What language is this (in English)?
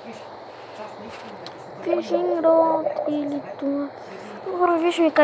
Bulgarian